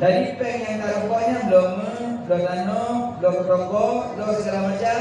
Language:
Achinese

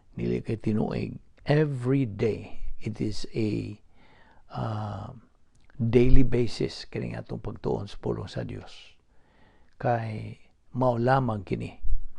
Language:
Cebuano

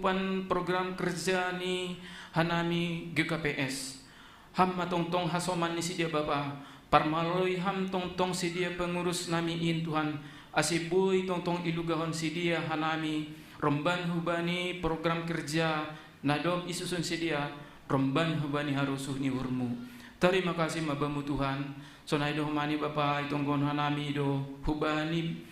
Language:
Batak Simalungun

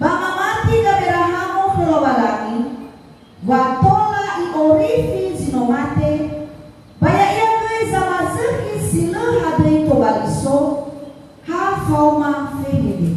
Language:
Nias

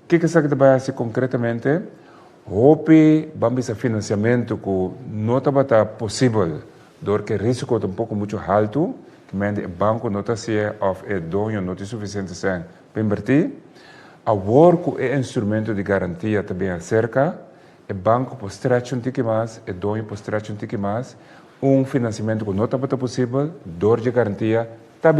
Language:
Papiamento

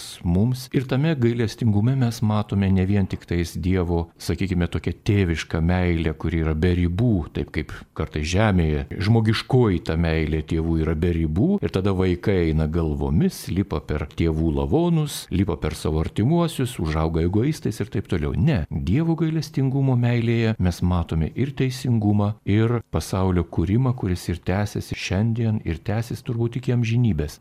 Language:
Lithuanian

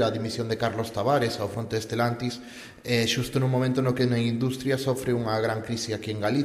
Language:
Galician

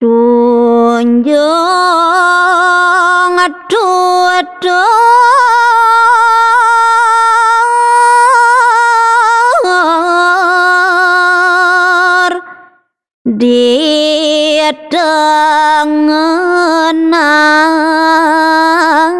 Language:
Balinese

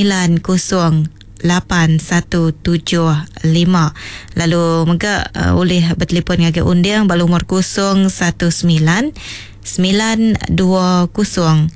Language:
Iban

